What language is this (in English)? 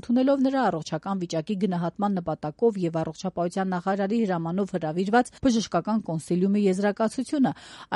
Armenian